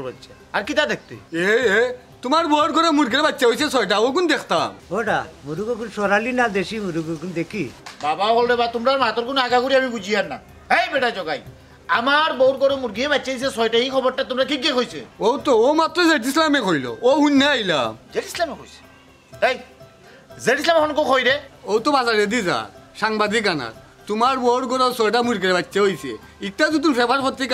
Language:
Sylheti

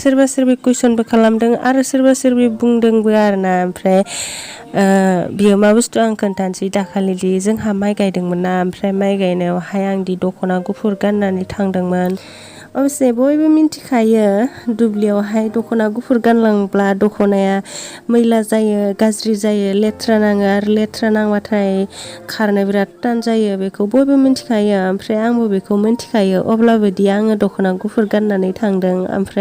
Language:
Bodo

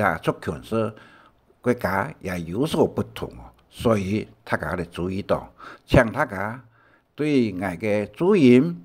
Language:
Hakka Chinese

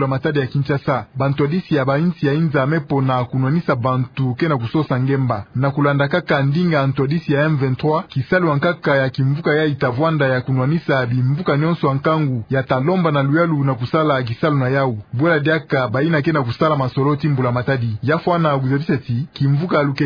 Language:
Kituba (Democratic Republic of Congo)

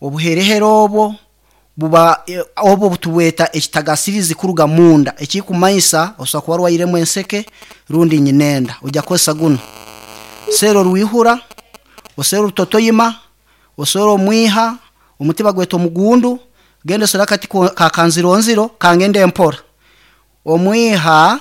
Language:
Nyankole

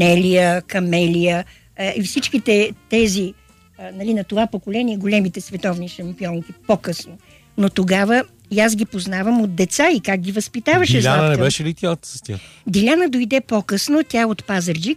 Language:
Bulgarian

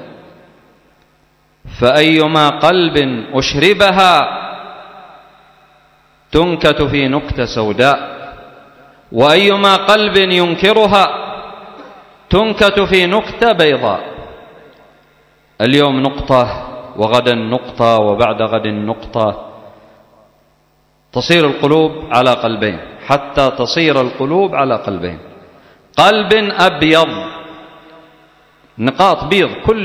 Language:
Arabic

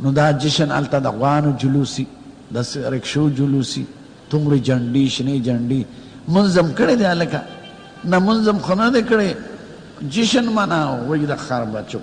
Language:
Pashto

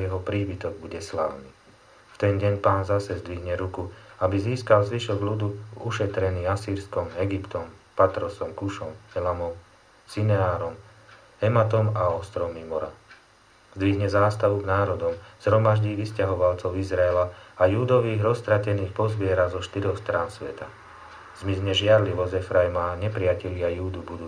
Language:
Slovak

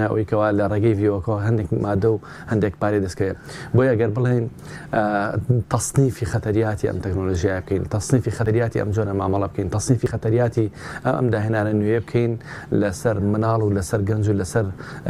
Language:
Central Kurdish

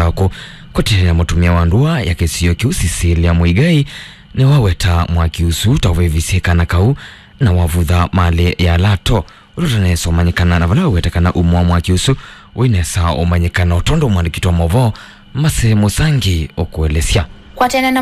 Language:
Kamba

